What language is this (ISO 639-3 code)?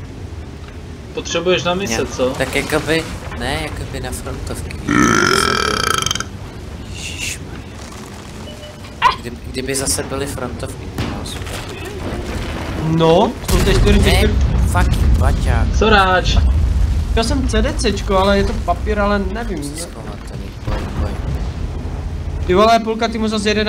ces